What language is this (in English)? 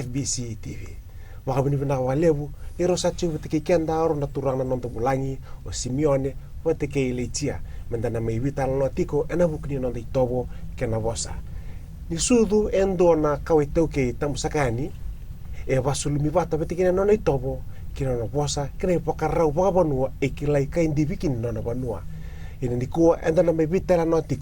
Fijian